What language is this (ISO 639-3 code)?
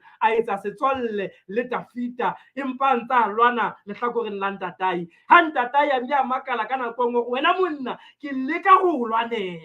sot